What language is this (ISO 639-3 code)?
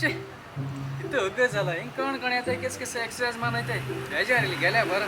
kok